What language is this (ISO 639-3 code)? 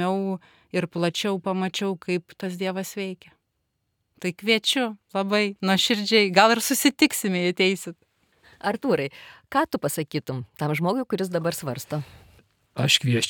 lit